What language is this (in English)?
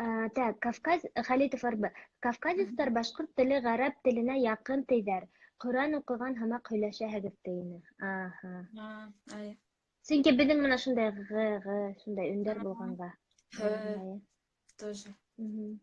Bashkir